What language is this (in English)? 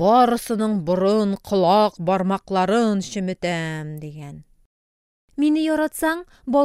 Tatar